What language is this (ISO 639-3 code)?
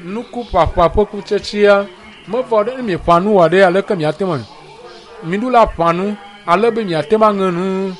ewe